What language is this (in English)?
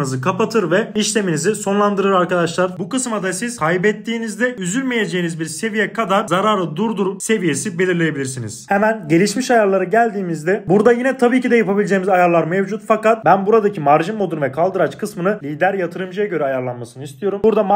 Turkish